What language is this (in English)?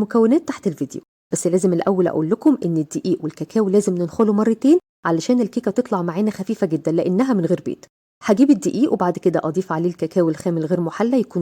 Egyptian Arabic